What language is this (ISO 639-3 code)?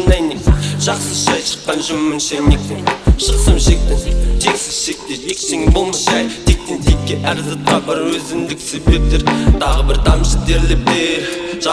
kaz